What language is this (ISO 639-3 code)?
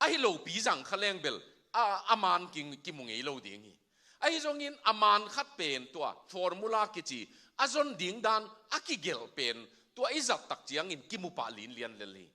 ctd